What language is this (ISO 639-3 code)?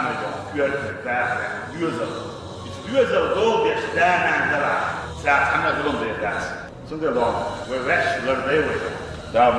che